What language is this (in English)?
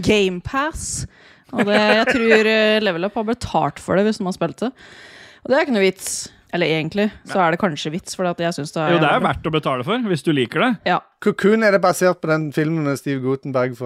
Norwegian